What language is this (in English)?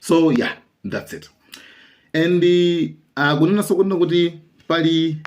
Nyanja